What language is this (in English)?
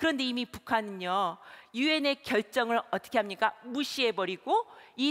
Korean